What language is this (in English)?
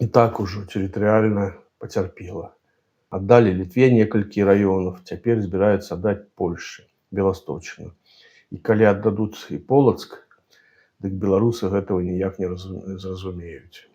Belarusian